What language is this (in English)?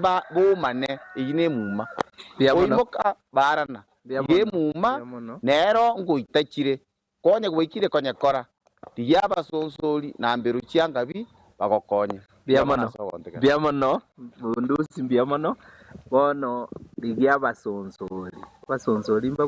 Gusii